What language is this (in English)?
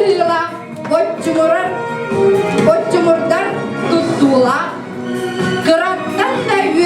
Yakut